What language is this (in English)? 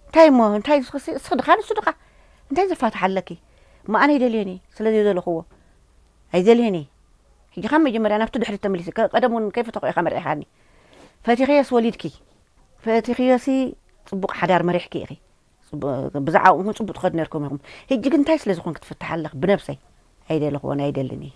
Tigrinya